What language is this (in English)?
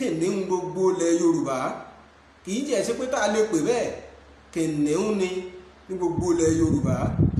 Yoruba